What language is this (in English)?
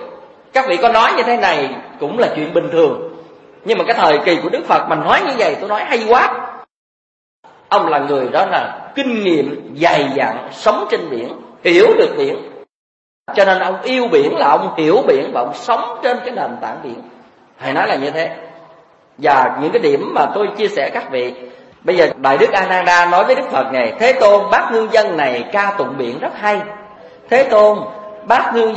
Vietnamese